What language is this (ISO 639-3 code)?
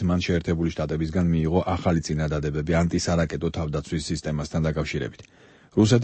kat